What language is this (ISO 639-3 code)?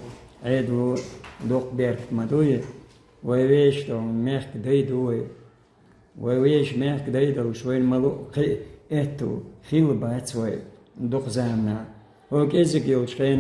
che